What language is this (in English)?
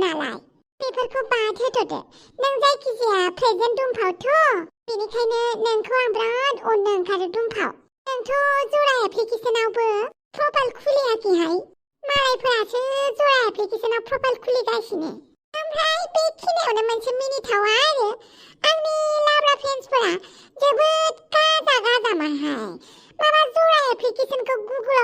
Bodo